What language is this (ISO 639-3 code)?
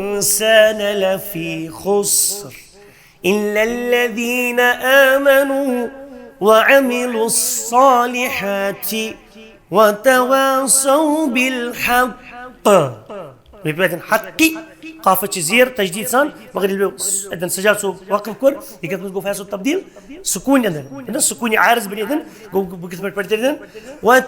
kas